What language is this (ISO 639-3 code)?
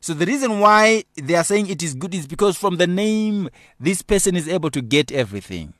eng